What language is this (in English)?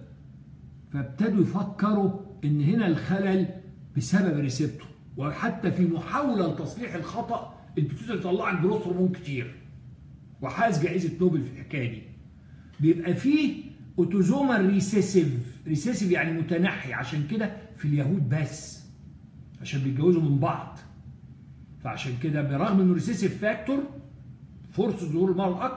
Egyptian Arabic